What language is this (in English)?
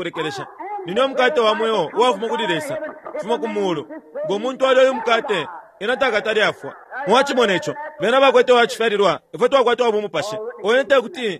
Bemba